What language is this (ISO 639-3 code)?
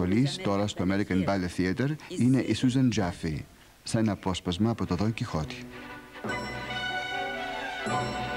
ell